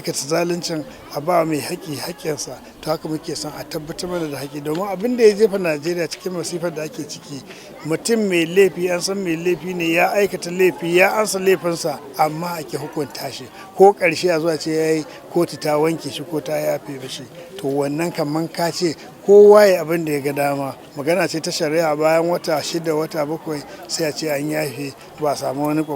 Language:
Hausa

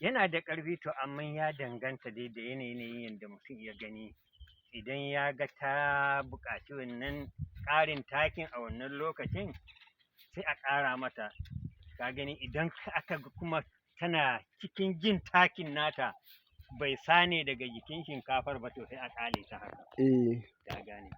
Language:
Hausa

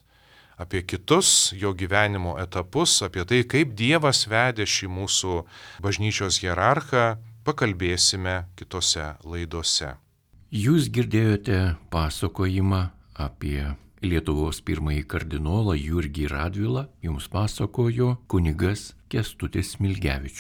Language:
Lithuanian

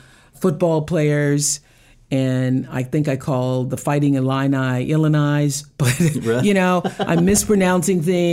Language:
English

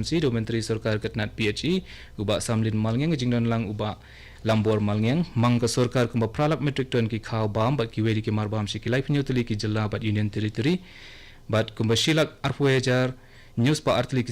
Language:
Khasi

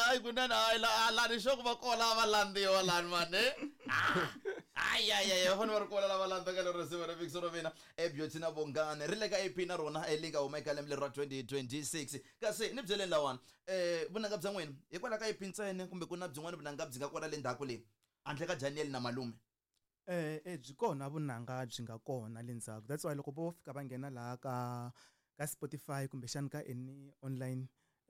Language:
Tsonga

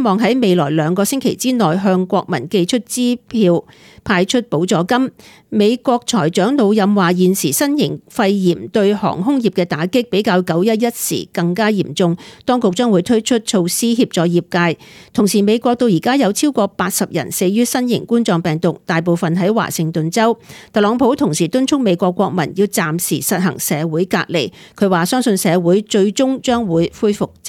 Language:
Cantonese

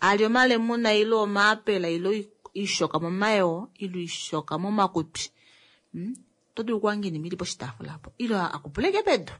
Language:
Kuanyama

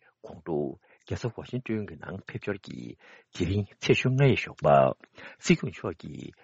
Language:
Tibetan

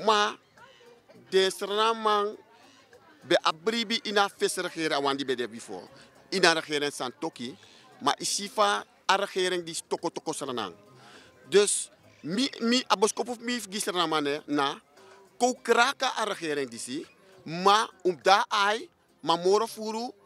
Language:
Sranan Tongo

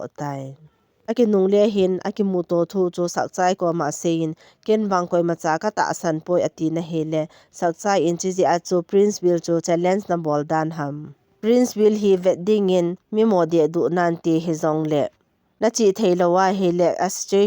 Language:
Thado Chin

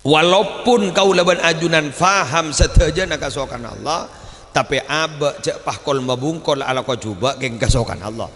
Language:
Madurese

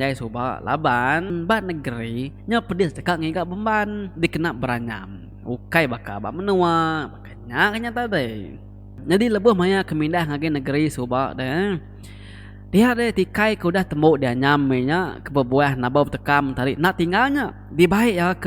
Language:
Iban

